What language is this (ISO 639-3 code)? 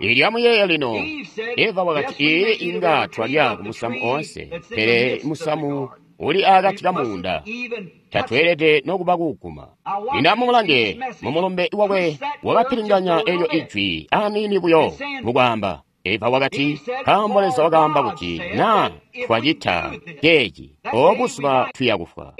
toi